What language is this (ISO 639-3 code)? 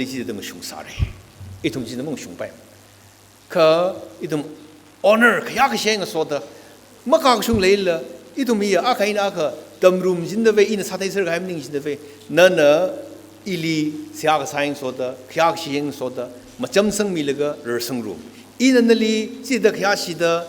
nmf